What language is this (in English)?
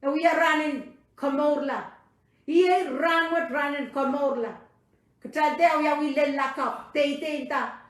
Pohnpeian